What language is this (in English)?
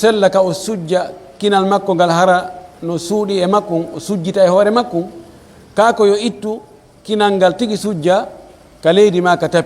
Pular